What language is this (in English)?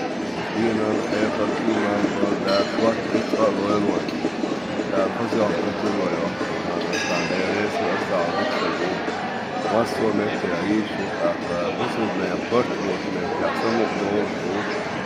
Chechen